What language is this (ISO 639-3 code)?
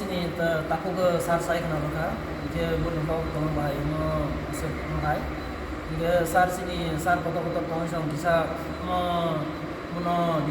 trp